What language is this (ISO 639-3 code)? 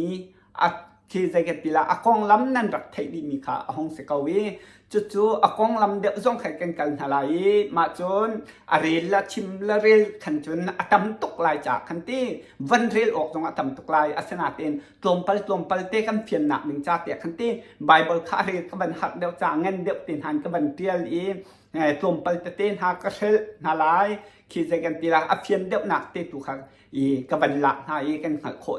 cnh